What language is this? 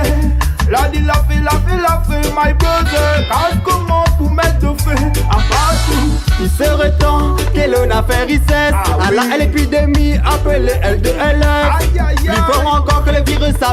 Réunion Creole French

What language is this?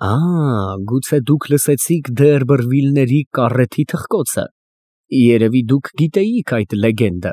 Armenian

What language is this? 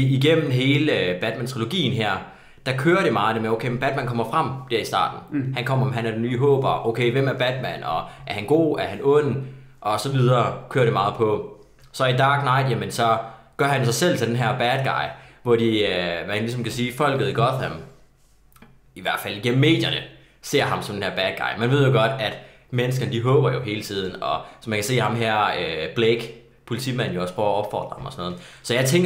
Danish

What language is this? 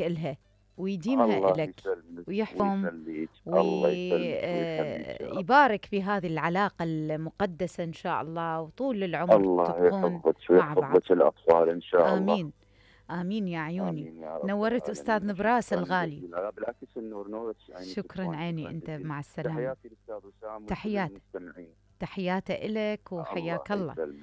Mesopotamian Arabic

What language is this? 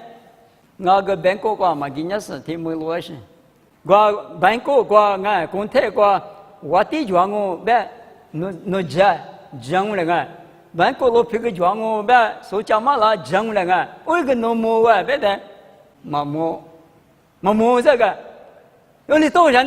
Lisu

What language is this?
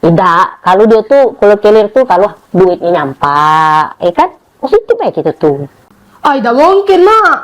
Musi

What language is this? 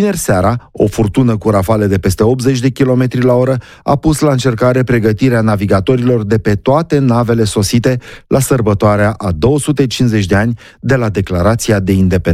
Romanian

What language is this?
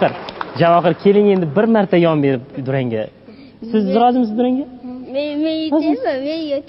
Uzbek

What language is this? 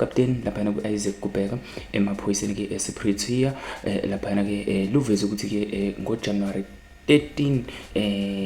Zulu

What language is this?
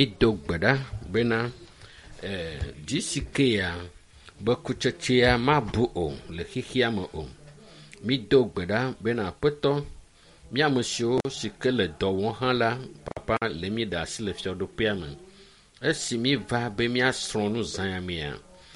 Ewe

